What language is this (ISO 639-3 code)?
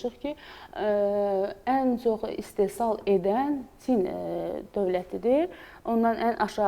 aze